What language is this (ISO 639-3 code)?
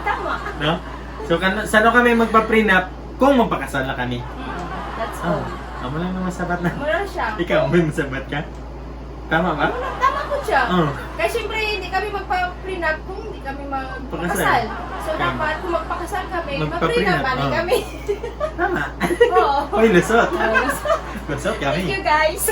hil